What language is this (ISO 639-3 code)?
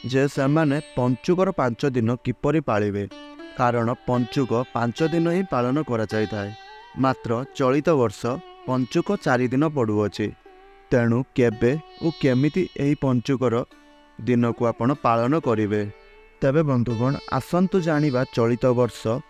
ori